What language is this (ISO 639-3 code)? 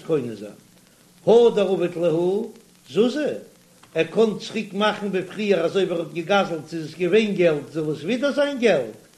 yid